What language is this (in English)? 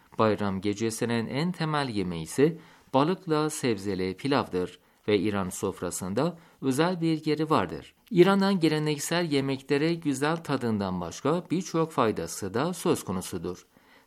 Turkish